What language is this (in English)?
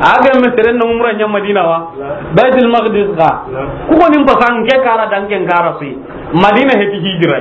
Soninke